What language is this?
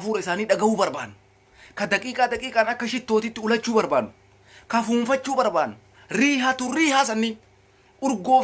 Oromo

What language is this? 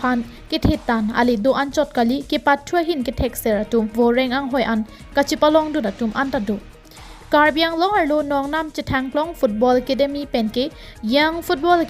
Karbi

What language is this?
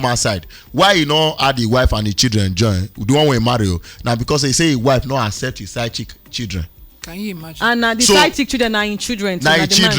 Nigerian Pidgin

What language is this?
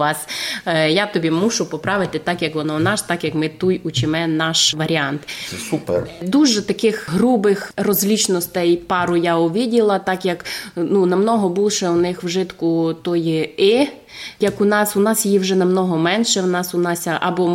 Rusyn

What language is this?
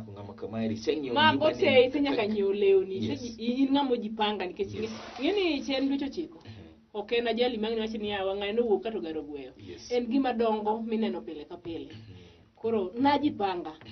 Luo (Kenya and Tanzania)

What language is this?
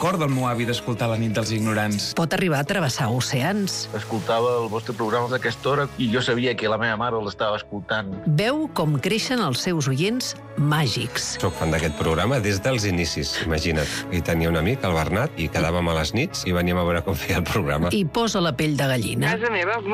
Catalan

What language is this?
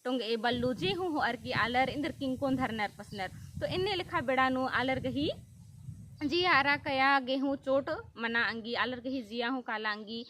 Kurukh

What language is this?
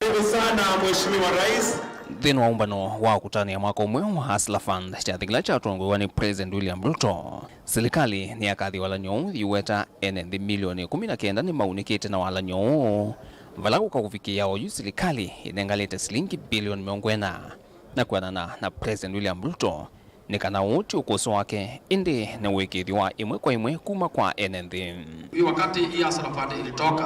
Kamba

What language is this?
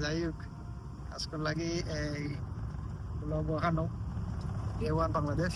Sylheti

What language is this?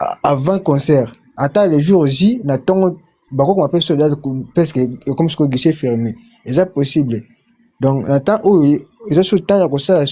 Lingala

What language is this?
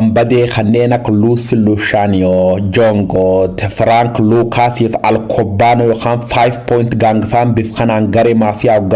Oromo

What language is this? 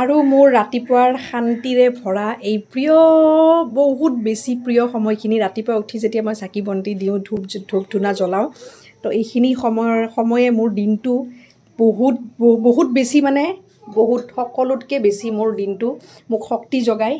Assamese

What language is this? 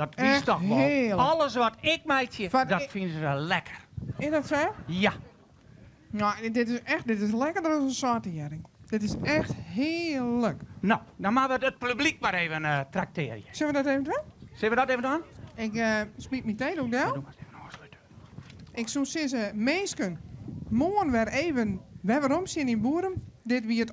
Western Frisian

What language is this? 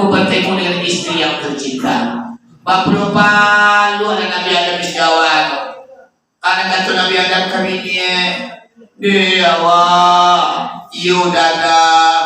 Minangkabau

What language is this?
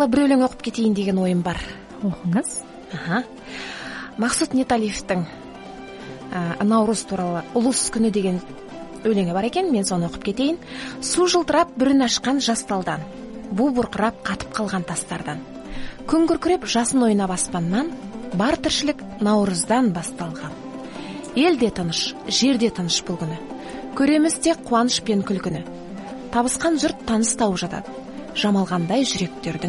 Kazakh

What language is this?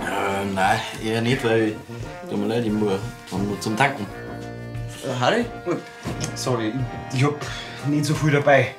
Bavarian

